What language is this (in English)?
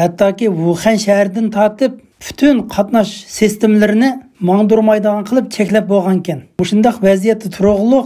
Uyghur